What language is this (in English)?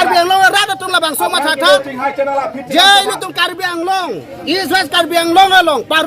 Karbi